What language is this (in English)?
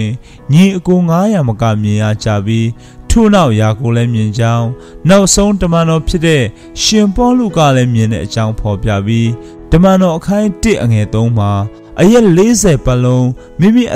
Burmese